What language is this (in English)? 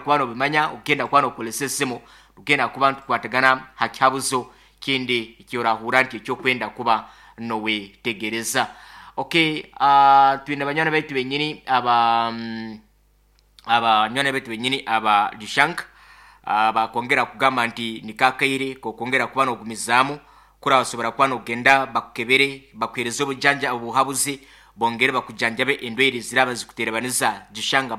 Nyoro